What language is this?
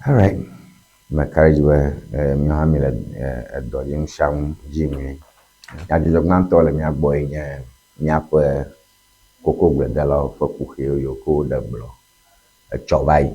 Ewe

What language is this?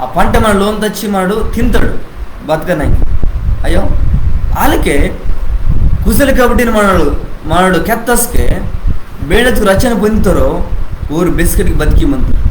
Koya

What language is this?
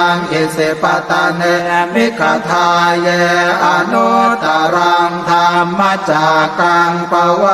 Pali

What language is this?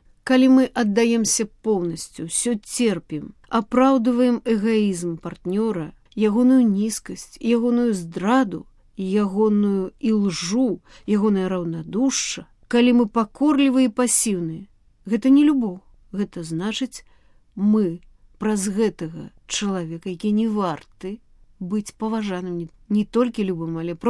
Belarusian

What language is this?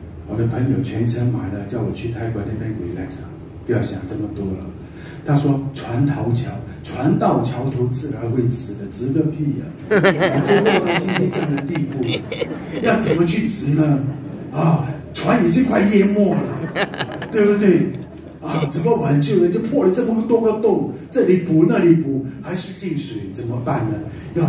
Chinese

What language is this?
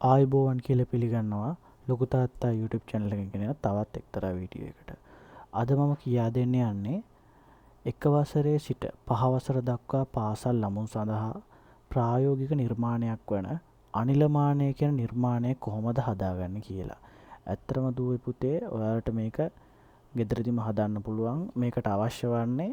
Sinhala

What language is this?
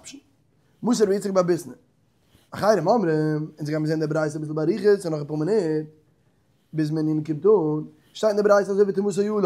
Yiddish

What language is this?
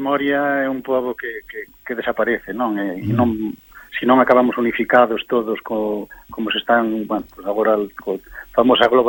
Galician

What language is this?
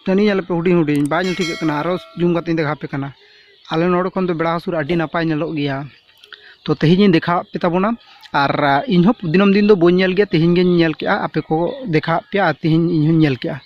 Santali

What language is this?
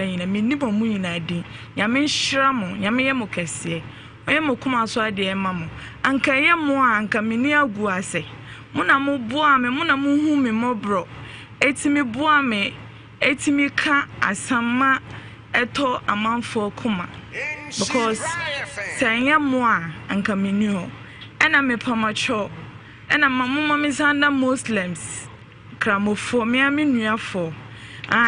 Akan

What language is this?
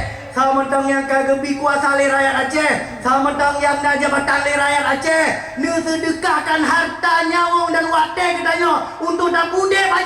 Achinese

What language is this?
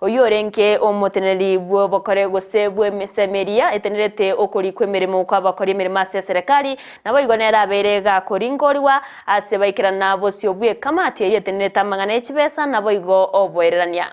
Gusii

